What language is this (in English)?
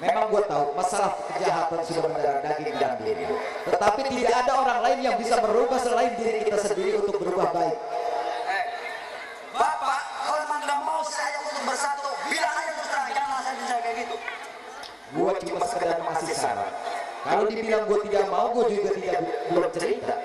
Betawi